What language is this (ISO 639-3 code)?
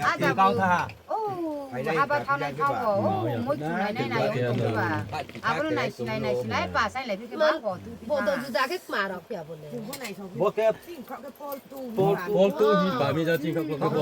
ria